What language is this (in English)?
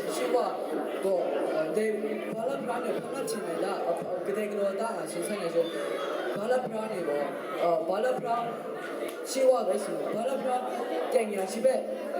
Kachin